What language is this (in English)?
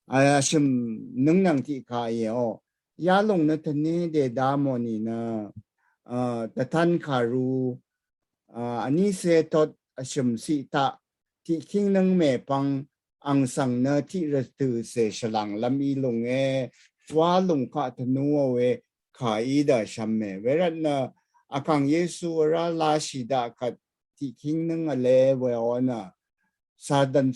Rawang